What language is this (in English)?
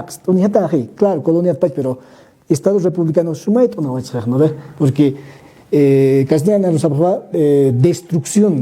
Aymara